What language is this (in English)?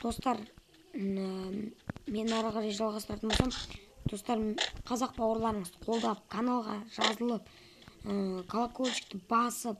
Kazakh